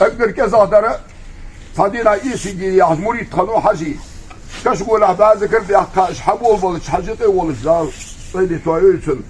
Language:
Ingush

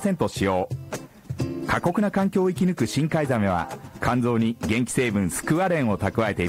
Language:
Japanese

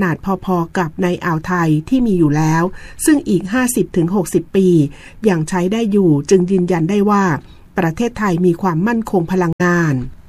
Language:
Thai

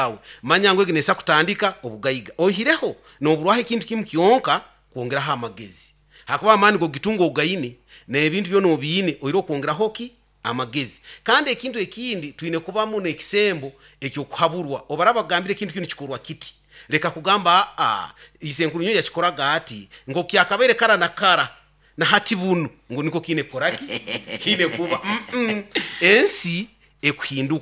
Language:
Nyoro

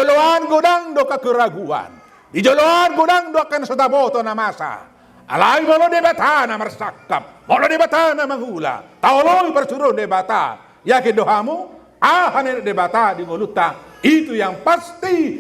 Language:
Batak Toba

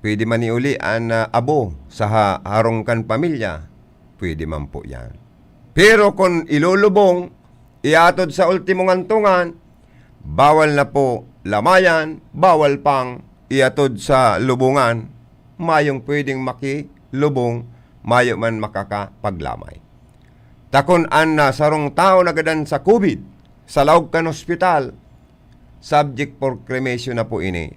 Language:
Bikol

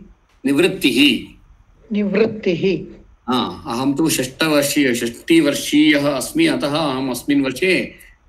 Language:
Sanskrit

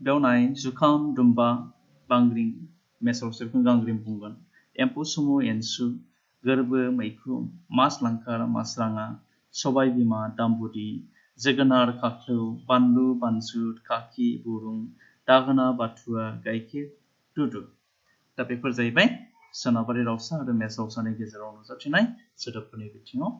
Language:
Bodo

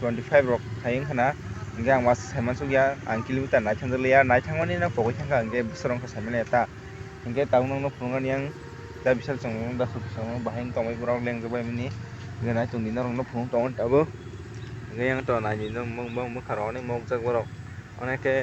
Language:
Kok Borok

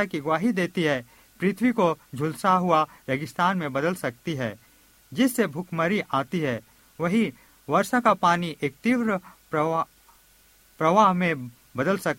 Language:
Hindi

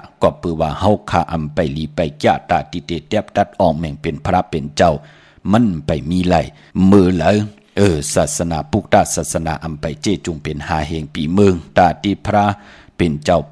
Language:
Shan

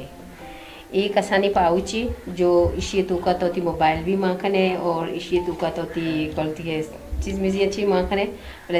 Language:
Baluchi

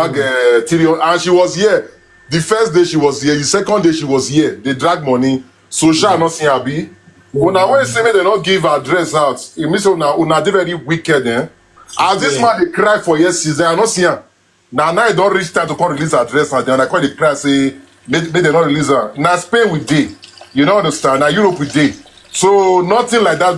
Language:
Nigerian Pidgin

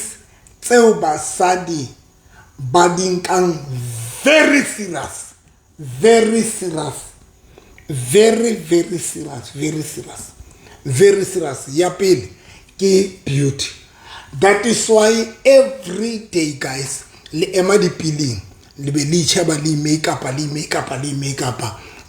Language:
Southern Sotho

